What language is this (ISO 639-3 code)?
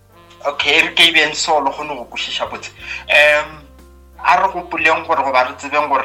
nso